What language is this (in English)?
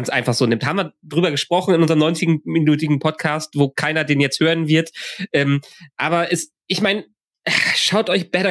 German